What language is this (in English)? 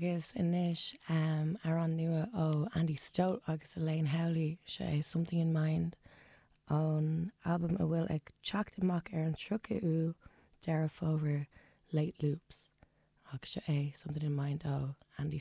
Irish